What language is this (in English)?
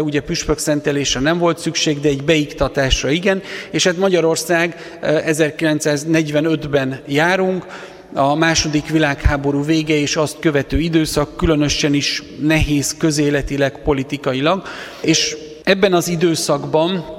Hungarian